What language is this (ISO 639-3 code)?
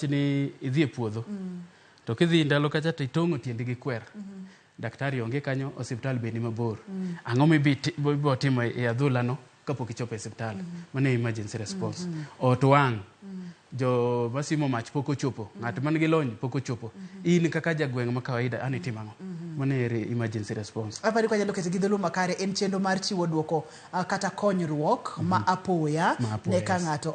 luo